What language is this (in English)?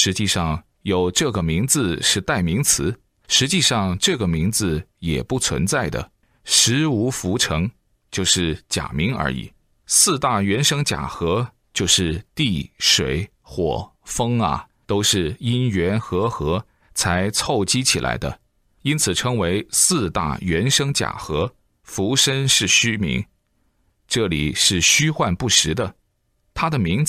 Chinese